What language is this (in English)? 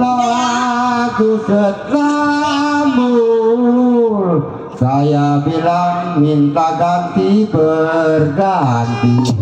Betawi